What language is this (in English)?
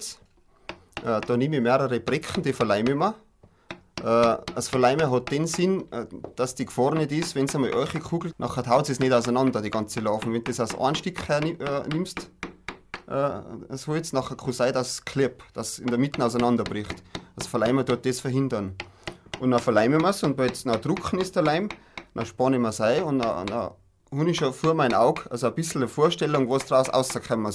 Bavarian